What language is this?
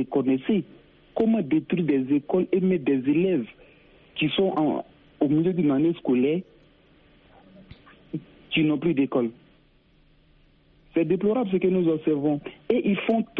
French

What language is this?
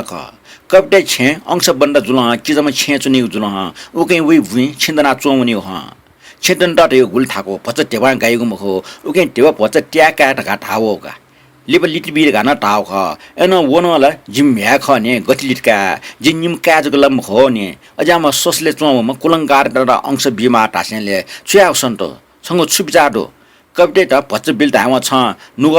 Newari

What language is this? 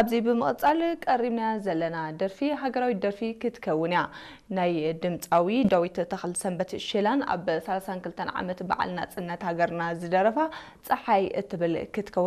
Tigrinya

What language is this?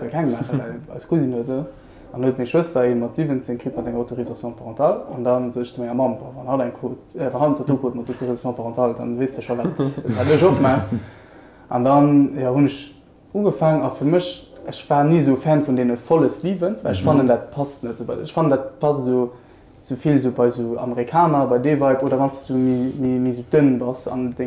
Luxembourgish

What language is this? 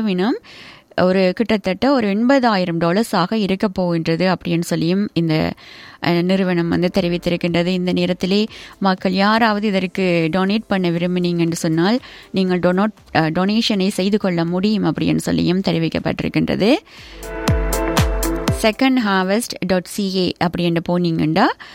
Tamil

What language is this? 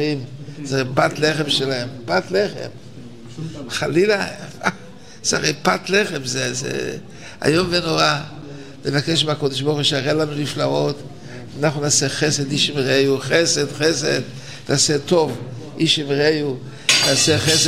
Hebrew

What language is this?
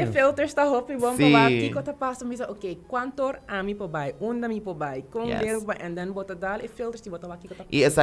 Papiamento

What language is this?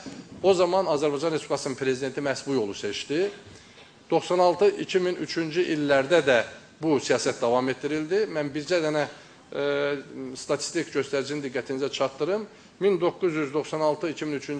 Azerbaijani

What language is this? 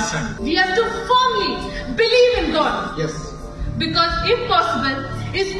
Konkani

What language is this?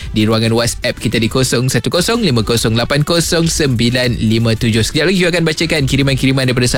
Malay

